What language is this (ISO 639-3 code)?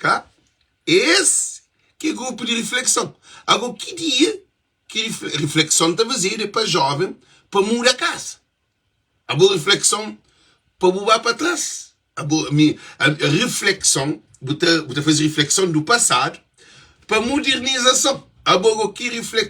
kea